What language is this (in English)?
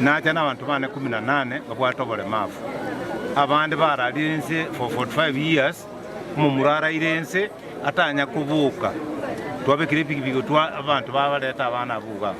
Gusii